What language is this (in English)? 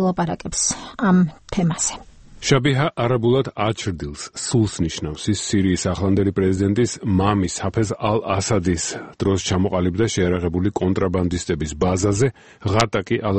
Georgian